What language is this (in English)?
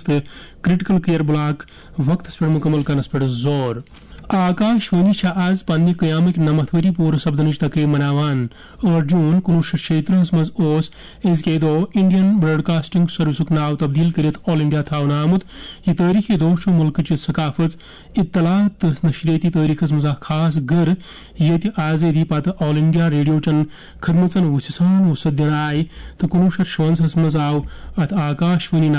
Kashmiri